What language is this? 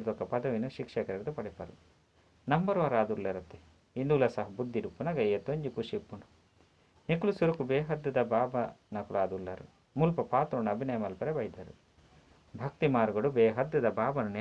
Tulu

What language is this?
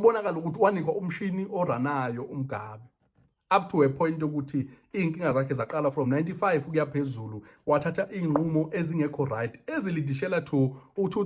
Zulu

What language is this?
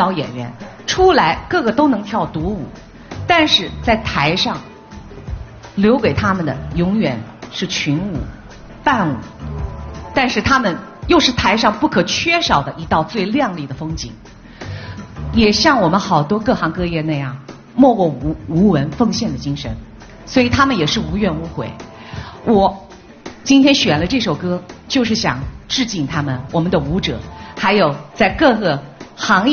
Chinese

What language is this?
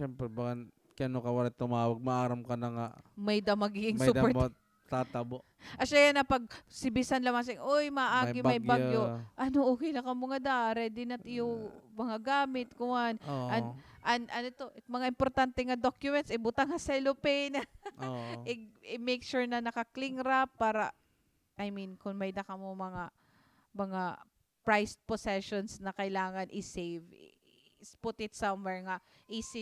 Waray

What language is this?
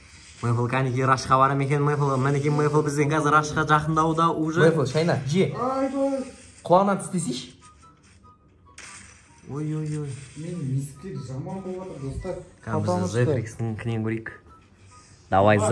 Kazakh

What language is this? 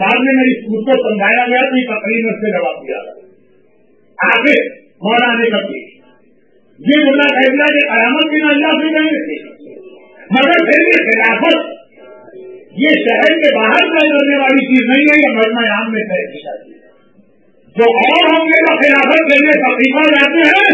Urdu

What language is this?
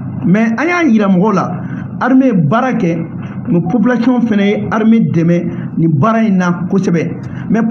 Bambara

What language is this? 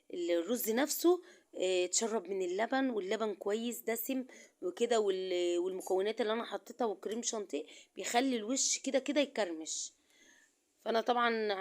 Egyptian Arabic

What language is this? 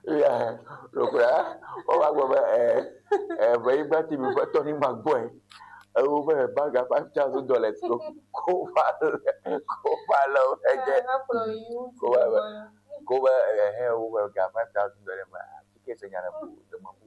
Ewe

